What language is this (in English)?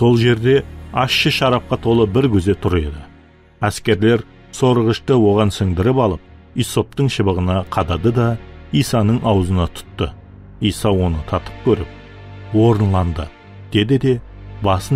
Kara-Kalpak